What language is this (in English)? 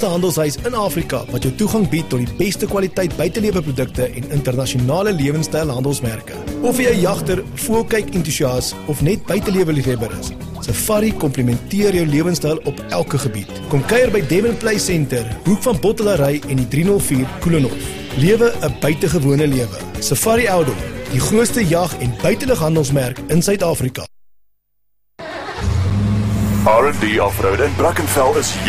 Afrikaans